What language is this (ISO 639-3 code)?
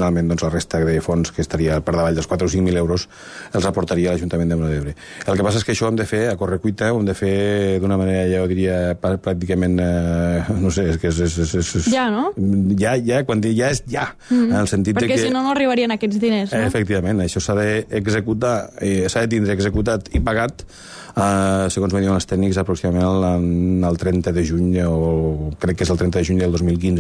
cat